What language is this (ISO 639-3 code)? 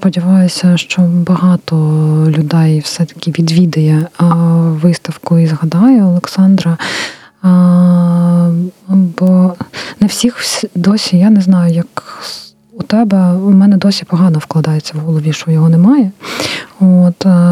ukr